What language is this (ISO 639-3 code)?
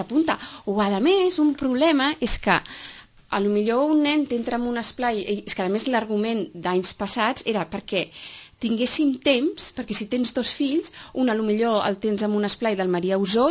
cat